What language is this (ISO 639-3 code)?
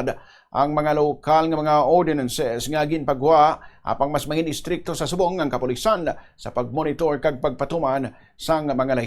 hil